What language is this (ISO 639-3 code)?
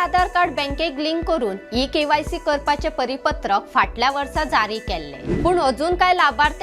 kok